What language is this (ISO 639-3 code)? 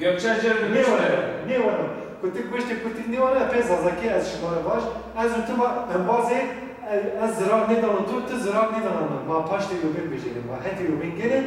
zza